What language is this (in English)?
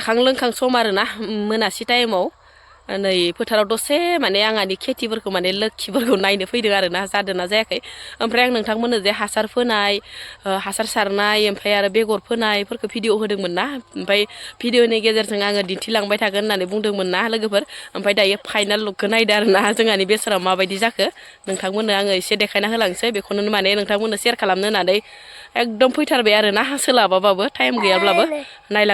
Bodo